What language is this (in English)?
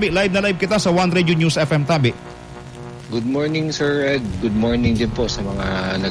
Bikol